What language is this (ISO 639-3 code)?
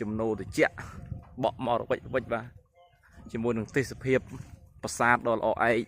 khm